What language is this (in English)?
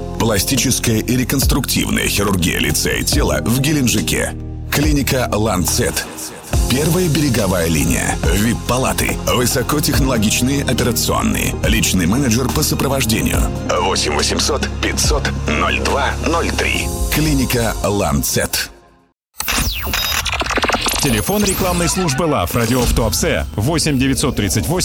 Russian